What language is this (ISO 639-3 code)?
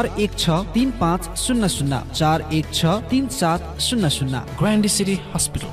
new